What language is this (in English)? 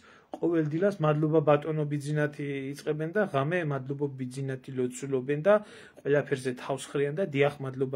Georgian